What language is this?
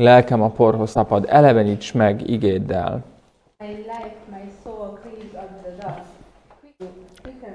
Hungarian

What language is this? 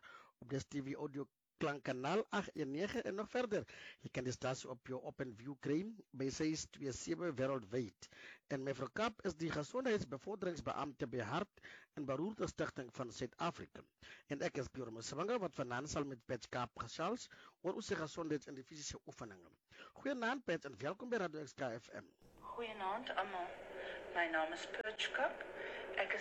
Afrikaans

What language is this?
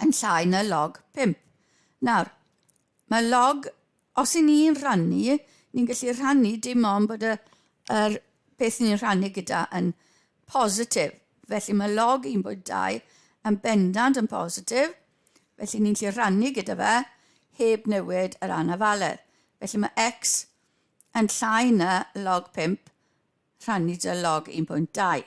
Welsh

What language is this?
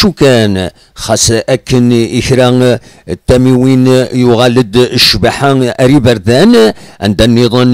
Kabyle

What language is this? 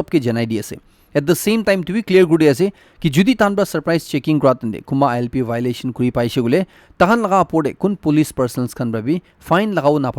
Naga Pidgin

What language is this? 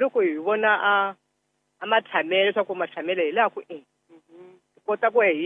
Tsonga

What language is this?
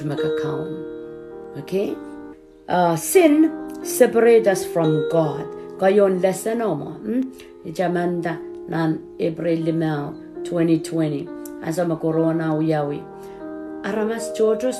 Pohnpeian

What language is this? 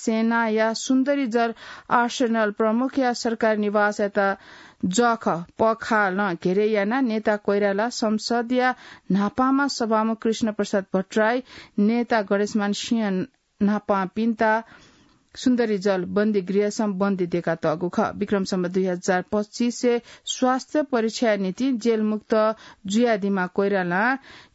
Newari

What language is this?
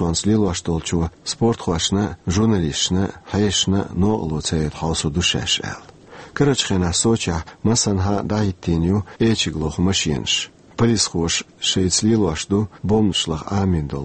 Chechen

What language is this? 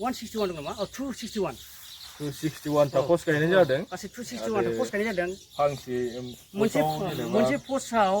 Bodo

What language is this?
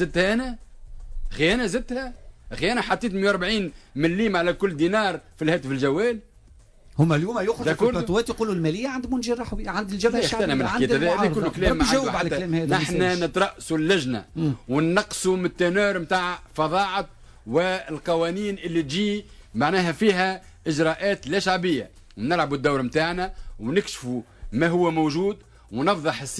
Tunisian Arabic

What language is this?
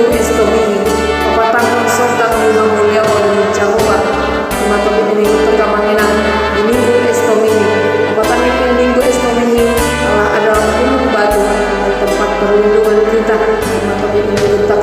Batak Toba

